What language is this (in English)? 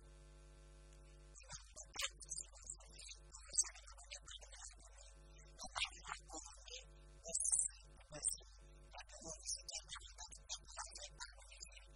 French